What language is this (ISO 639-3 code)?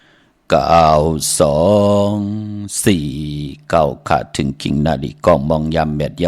shn